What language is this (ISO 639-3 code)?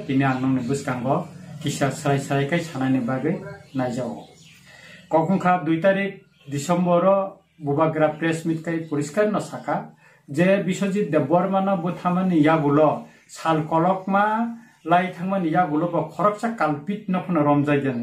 trp